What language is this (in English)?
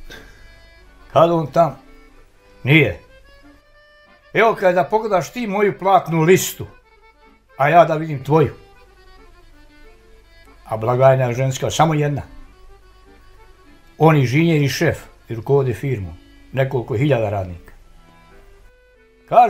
Bosnian